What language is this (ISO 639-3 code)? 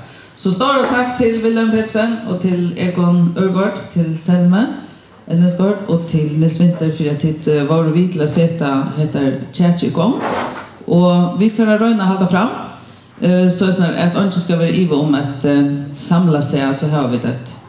fao